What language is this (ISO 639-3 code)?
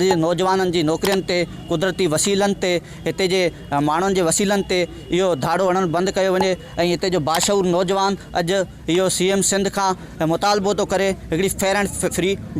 snd